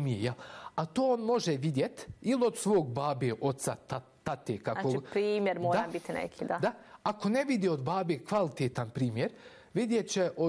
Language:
Bosnian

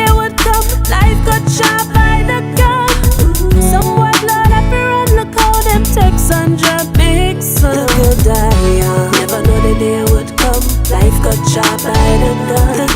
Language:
Jamaican Creole English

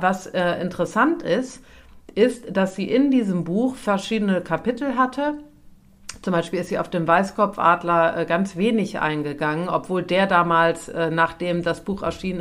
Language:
German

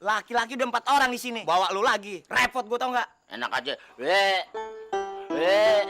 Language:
Betawi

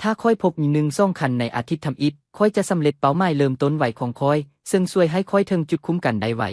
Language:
Lao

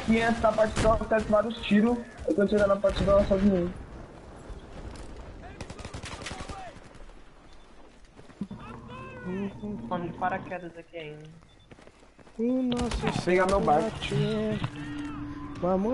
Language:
Portuguese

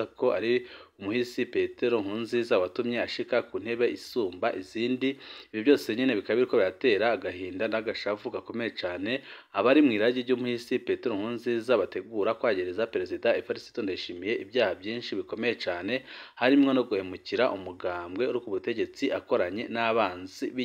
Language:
Rundi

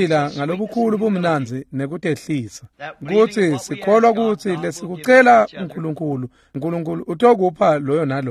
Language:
Swati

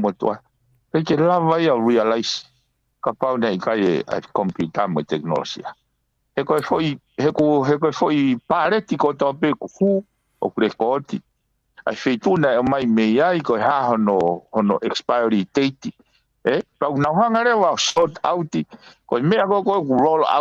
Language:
Tongan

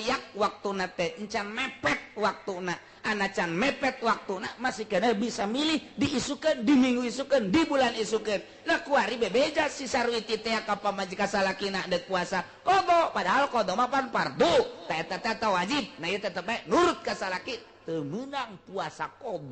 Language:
Sundanese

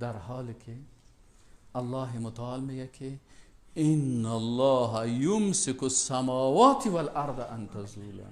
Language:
Persian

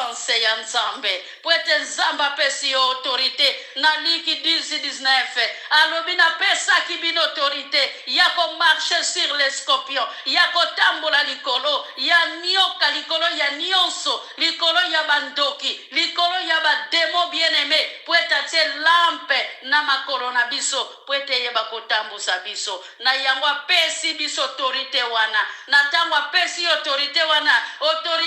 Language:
Lingala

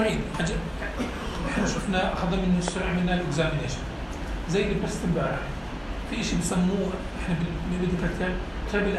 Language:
North Levantine Arabic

